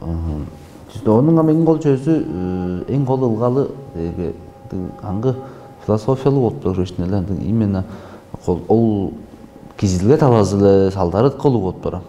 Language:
Tuvinian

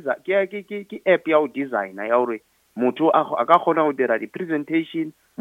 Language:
Northern Sotho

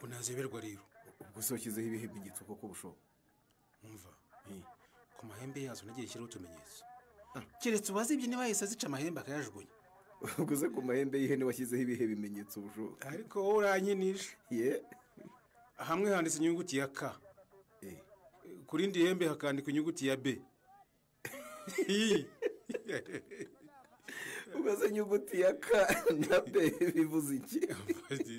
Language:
Kinyarwanda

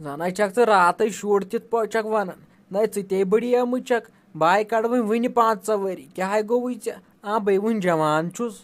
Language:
Kashmiri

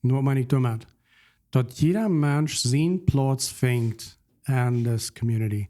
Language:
Plautdietsch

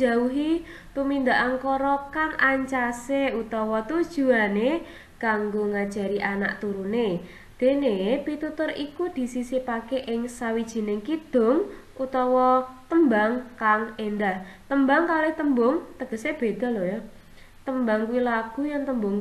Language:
Javanese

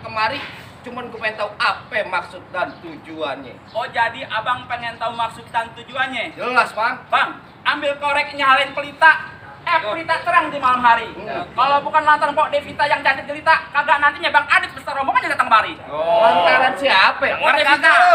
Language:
Betawi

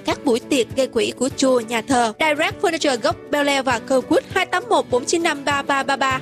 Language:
Vietnamese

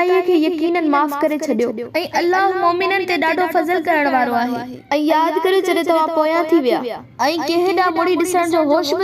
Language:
Sindhi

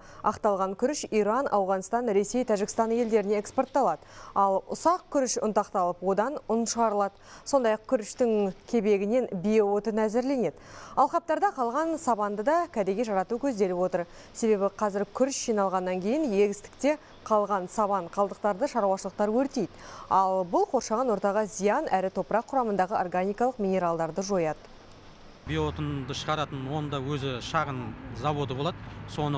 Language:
Kazakh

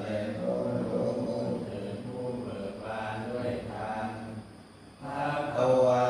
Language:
Pali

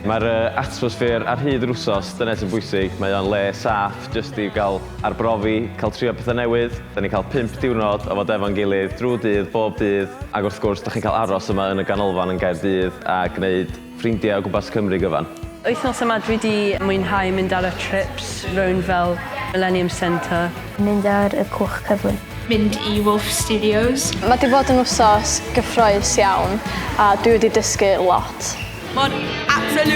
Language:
Welsh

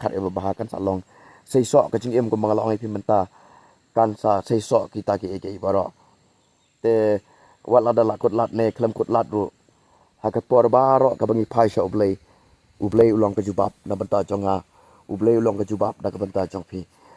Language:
Khasi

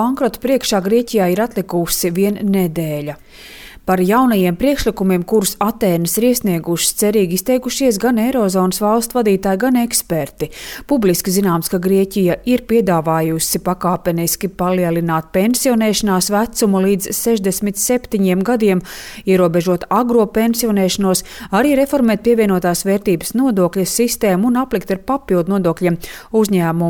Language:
Latvian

